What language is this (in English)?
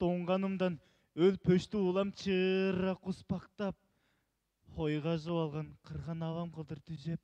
Tuvinian